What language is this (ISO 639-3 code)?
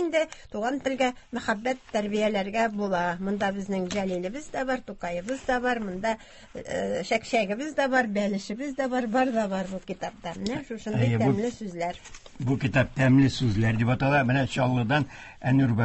tat